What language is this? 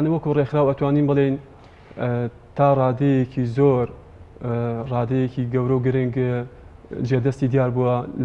Central Kurdish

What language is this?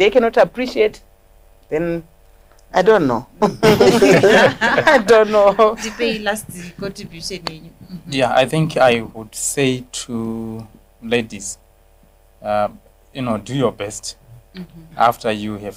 Shona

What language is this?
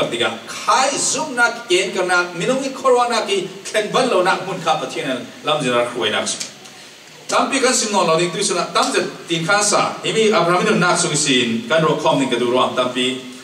Falam Chin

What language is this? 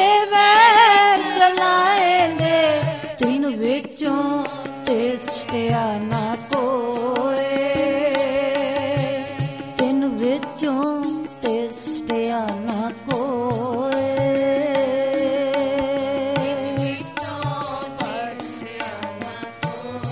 Punjabi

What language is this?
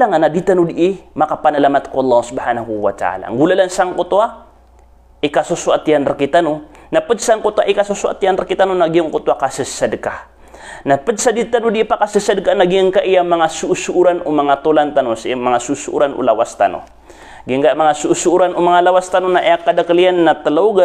Maranao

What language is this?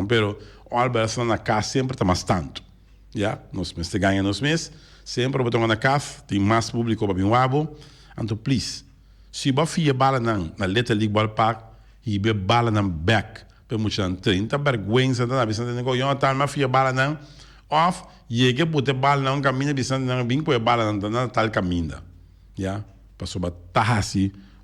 Papiamento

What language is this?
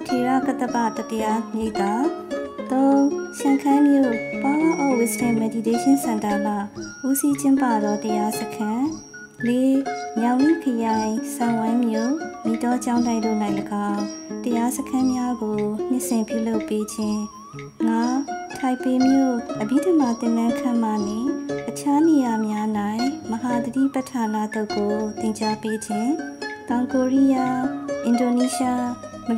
Burmese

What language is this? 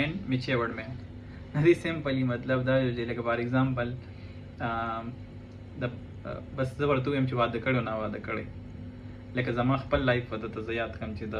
Pashto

